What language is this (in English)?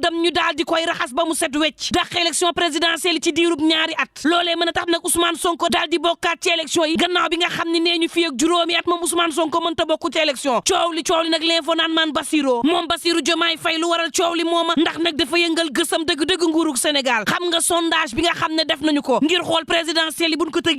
Wolof